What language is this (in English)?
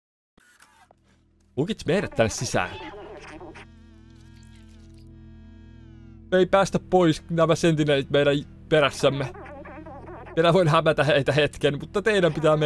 Finnish